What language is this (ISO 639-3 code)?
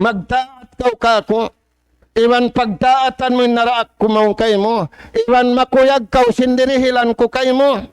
tsg